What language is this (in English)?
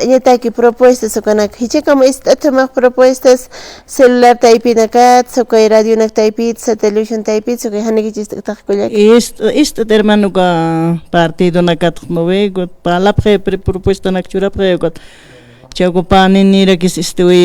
Aymara